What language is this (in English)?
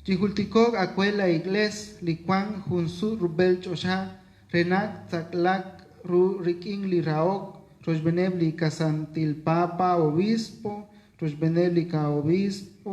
Kekchí